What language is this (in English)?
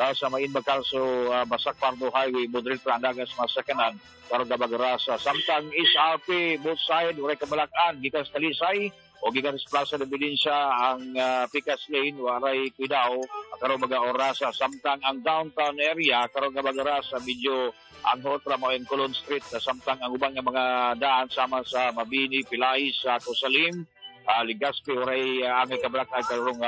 Cebuano